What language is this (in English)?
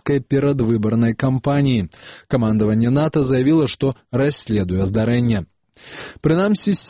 Belarusian